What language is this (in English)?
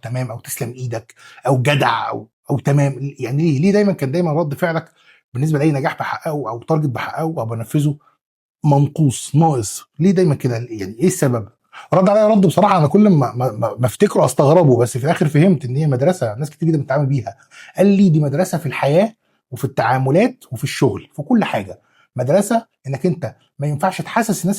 Egyptian Arabic